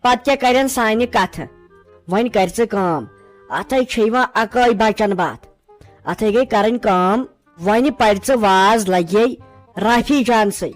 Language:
Kashmiri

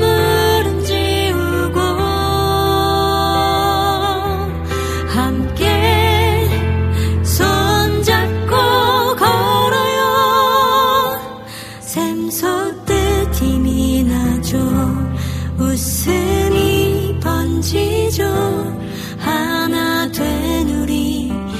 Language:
Korean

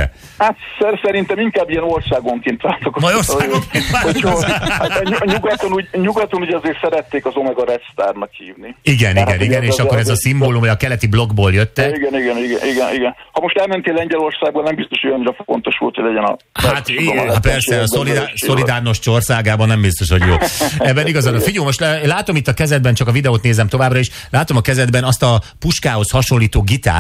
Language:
Hungarian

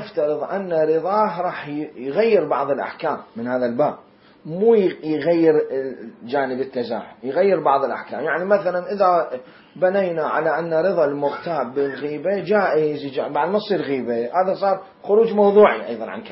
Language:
Mesopotamian Arabic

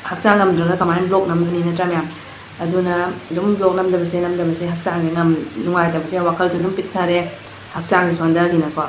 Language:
Manipuri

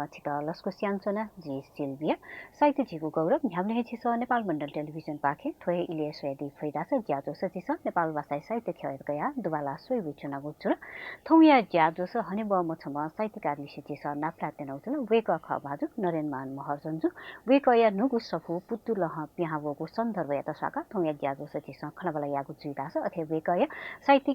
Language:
Newari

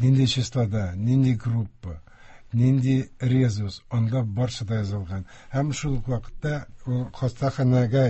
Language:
Tatar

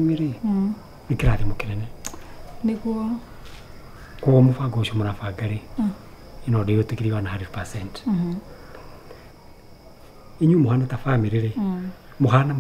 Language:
Kikuyu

